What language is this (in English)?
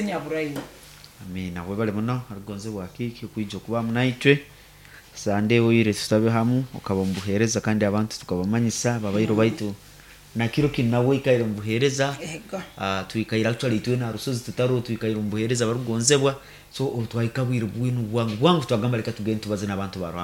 Nyoro